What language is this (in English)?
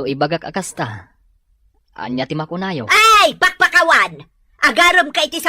Iloko